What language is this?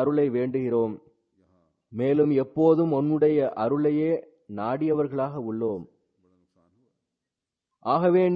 Tamil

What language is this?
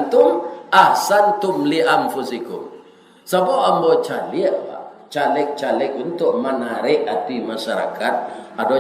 Minangkabau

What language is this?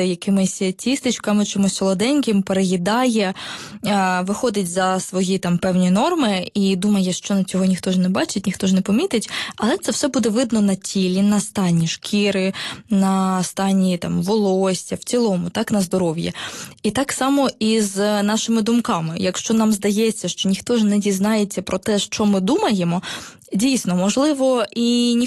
Ukrainian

